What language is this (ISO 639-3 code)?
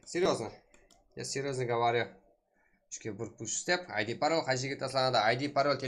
kaa